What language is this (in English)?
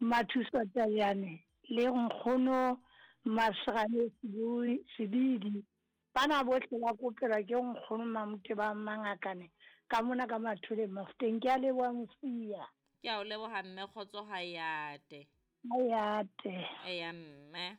Southern Sotho